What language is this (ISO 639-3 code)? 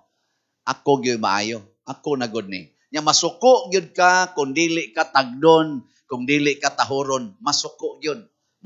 ceb